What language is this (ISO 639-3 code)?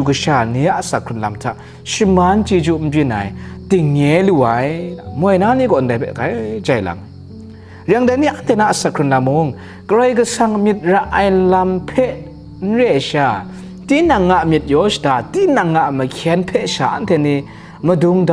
kac